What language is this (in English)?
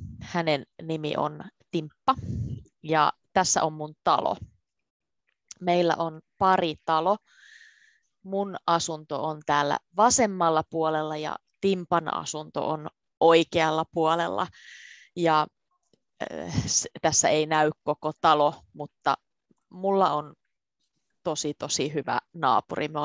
Finnish